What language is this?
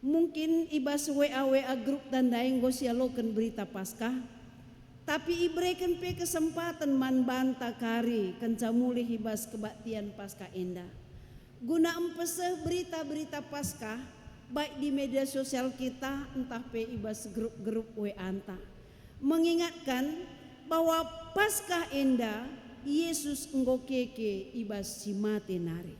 Batak Karo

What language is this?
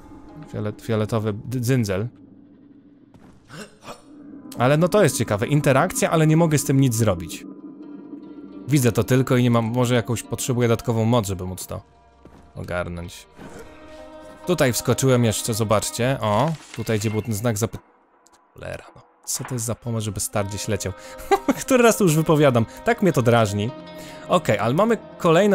Polish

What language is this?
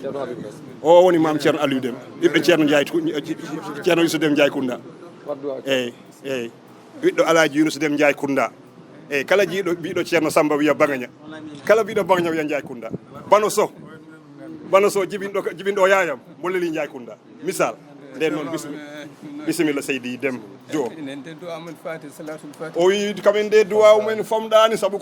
Fula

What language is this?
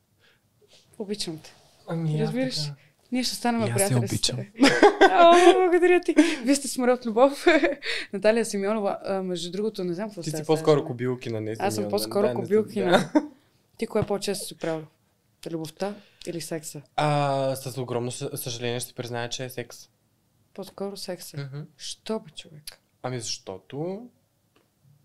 Bulgarian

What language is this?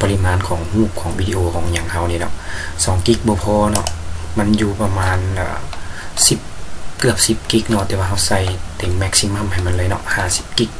Lao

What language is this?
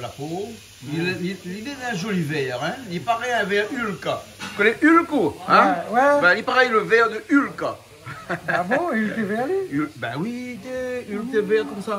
Réunion Creole French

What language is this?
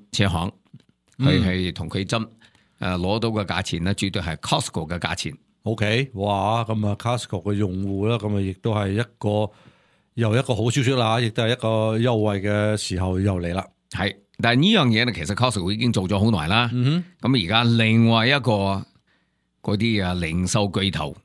Cantonese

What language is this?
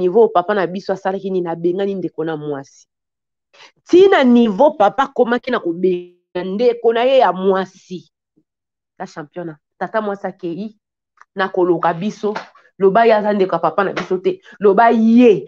Lingala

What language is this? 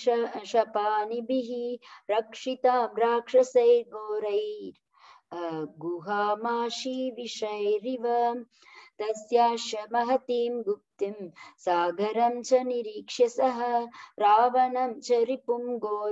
Sanskrit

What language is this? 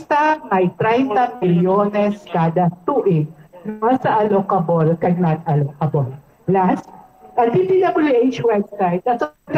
Hiligaynon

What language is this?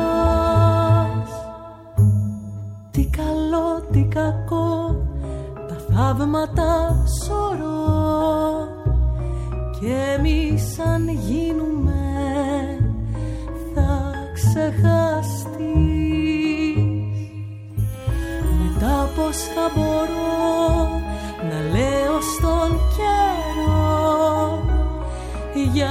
Greek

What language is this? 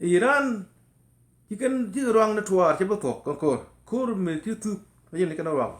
Nuer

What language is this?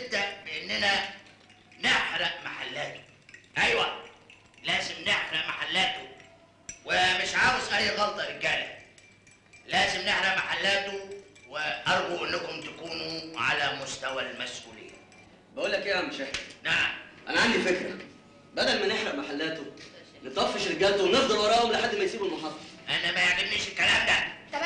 Egyptian Arabic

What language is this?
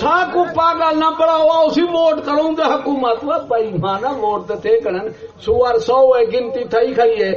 Saraiki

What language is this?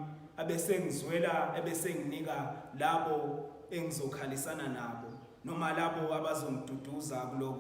Zulu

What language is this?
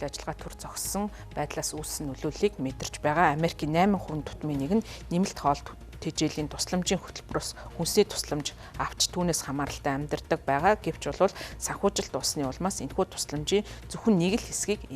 Mongolian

